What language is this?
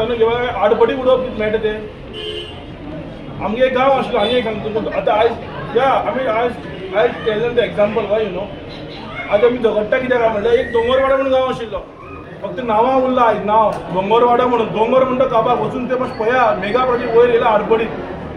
Konkani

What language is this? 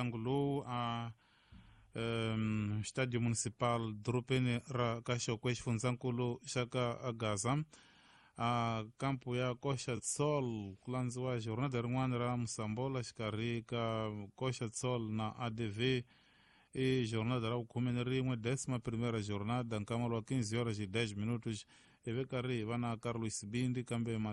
Tsonga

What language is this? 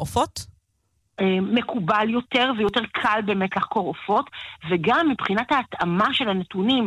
Hebrew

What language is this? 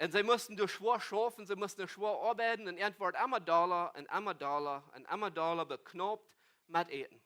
Plautdietsch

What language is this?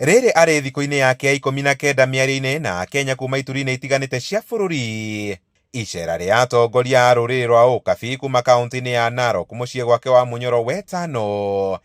Kikuyu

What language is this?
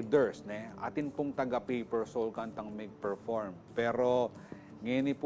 Pampanga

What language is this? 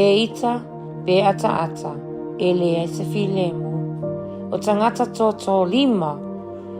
Samoan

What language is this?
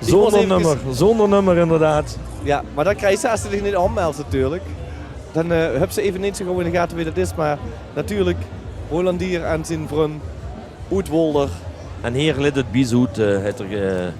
Limburgish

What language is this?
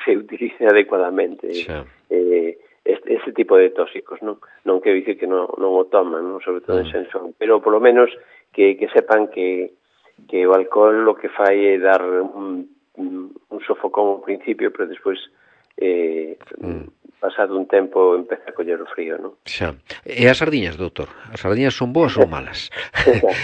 Galician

